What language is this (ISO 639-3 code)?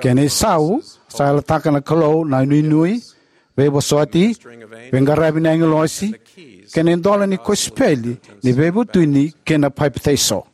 fij